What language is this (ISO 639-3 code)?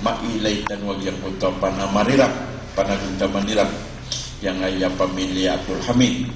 mrw